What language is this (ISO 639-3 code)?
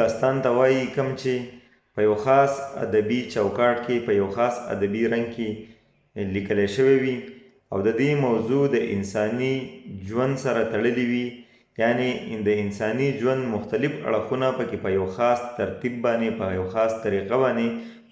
pus